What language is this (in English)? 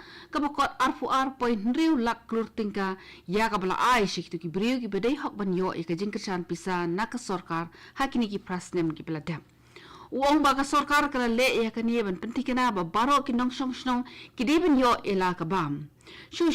Khasi